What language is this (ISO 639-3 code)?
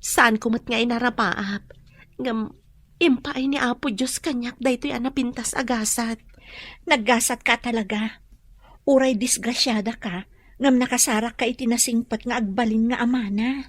ilo